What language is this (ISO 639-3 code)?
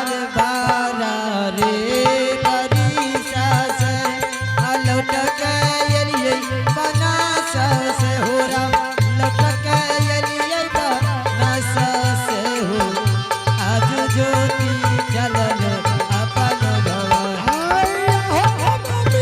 anp